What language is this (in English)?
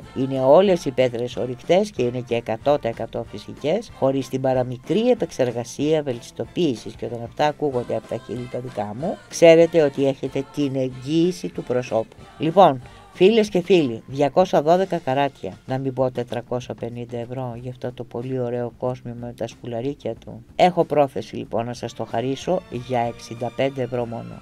Greek